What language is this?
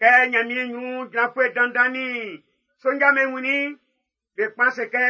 Baoulé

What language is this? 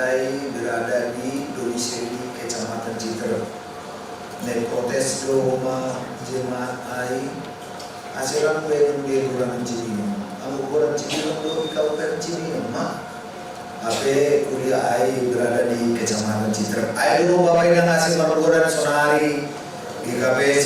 Batak Simalungun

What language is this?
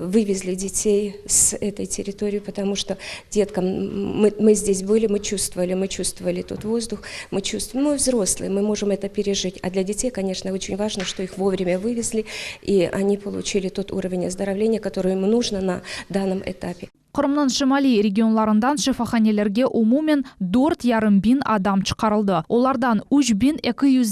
Crimean Tatar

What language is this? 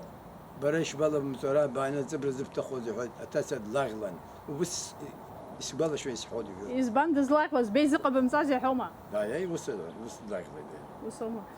Abkhazian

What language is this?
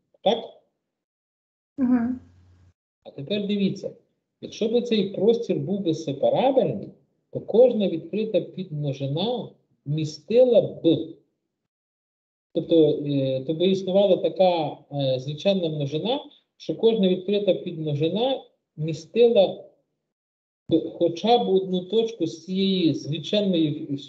Ukrainian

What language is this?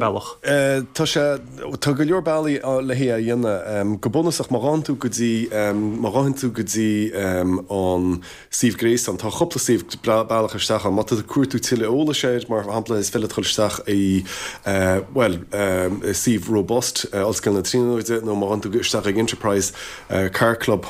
Irish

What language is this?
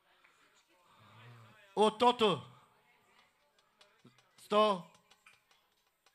Bulgarian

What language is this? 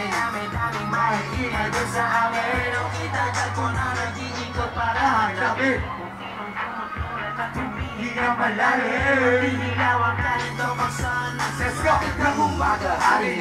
Filipino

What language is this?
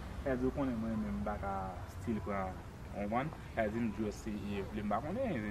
Haitian Creole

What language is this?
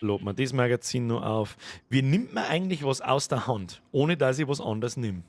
Bavarian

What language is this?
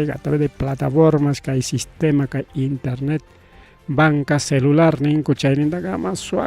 Ayacucho Quechua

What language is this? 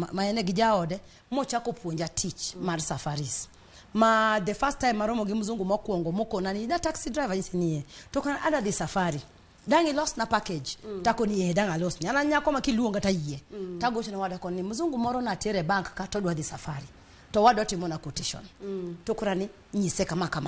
Luo (Kenya and Tanzania)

